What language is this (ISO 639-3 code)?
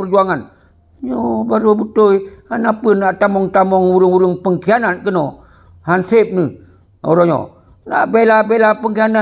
ace